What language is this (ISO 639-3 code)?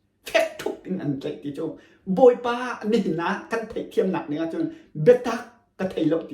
cnh